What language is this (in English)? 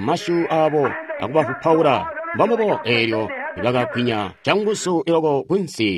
Tonga (Zambia)